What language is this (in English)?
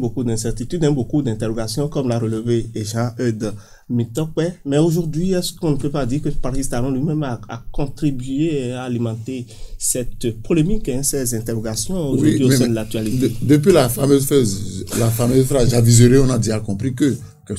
French